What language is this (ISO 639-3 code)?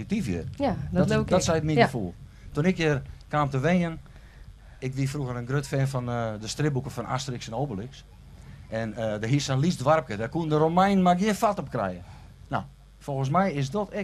fry